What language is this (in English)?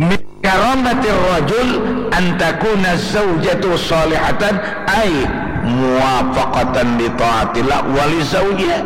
Banjar